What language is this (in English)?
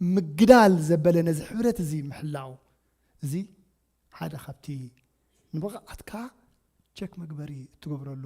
Tigrinya